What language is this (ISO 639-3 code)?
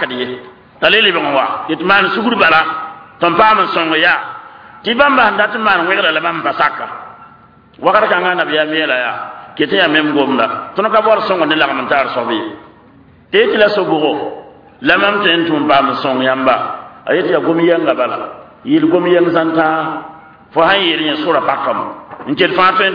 mos